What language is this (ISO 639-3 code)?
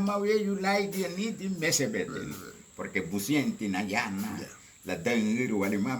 cab